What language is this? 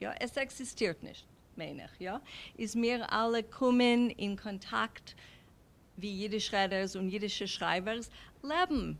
Yiddish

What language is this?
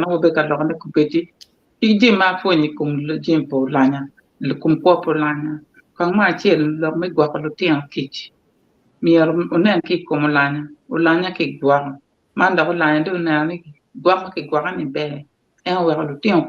Acoli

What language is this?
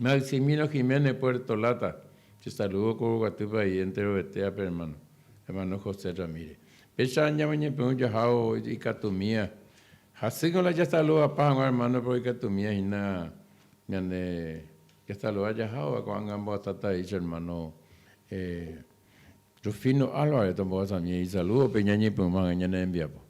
Guarani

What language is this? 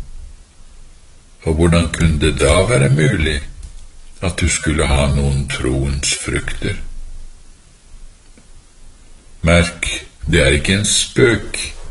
Norwegian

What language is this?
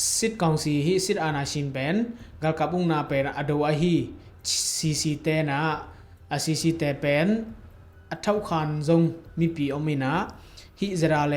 Tedim Chin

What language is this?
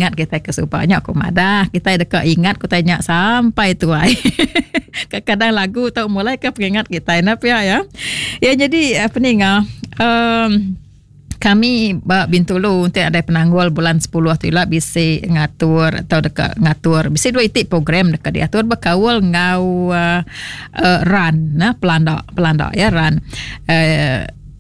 Iban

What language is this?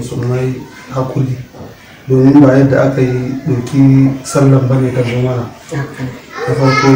Hausa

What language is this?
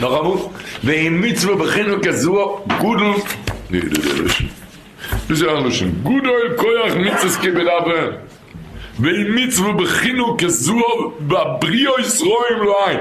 Yiddish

